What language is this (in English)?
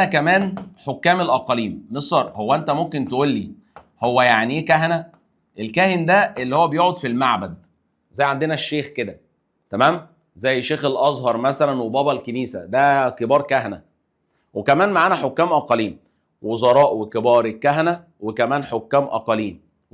Egyptian Arabic